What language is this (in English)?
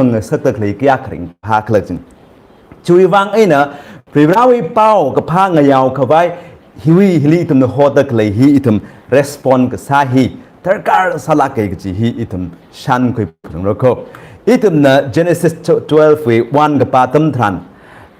Tangkhul Naga (India)